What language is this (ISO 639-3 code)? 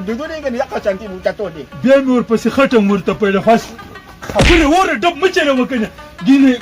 pus